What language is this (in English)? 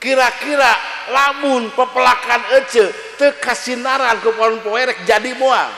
Sundanese